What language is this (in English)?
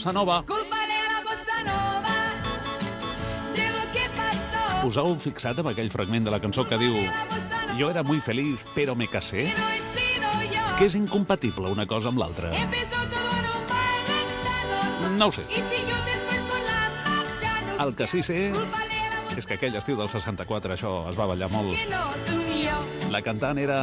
Catalan